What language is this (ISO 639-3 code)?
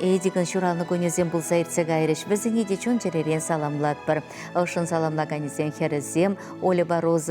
chv